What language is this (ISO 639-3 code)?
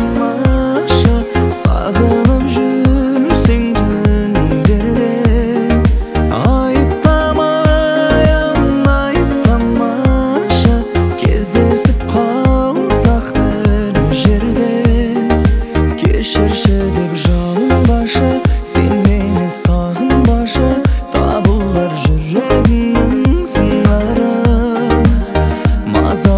kaz